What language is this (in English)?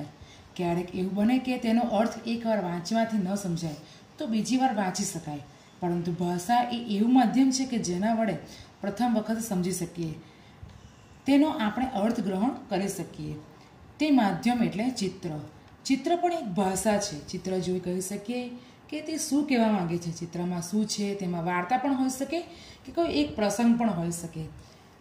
Gujarati